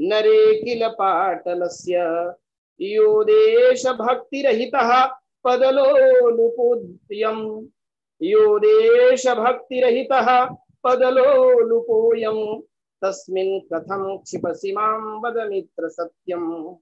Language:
Sanskrit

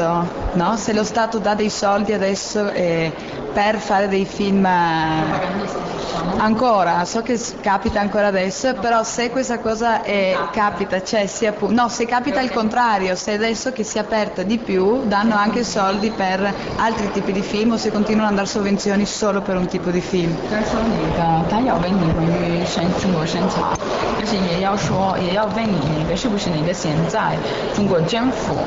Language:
Italian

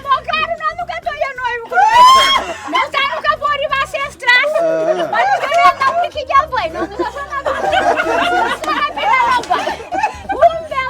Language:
Kabuverdianu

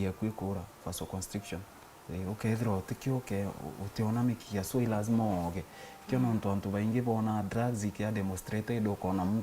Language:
Meru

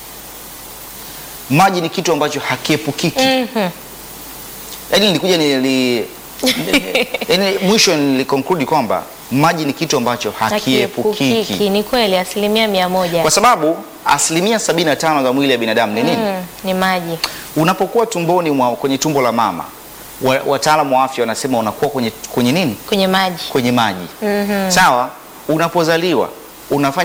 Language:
Swahili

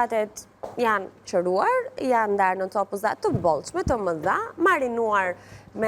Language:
Albanian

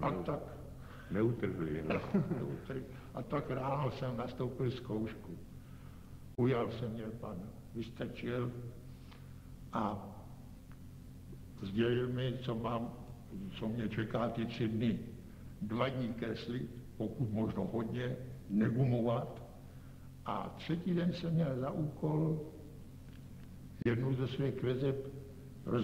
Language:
Czech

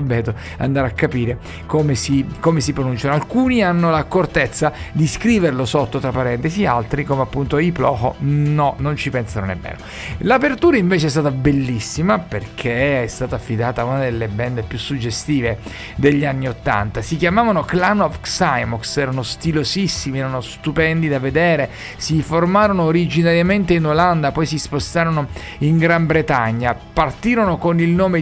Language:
Italian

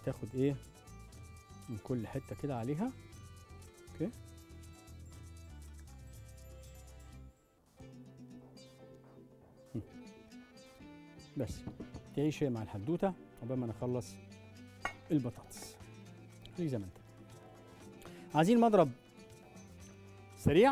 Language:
Egyptian Arabic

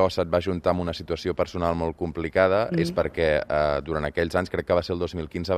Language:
Catalan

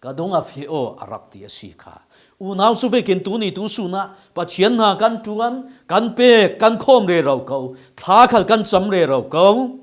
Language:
Falam Chin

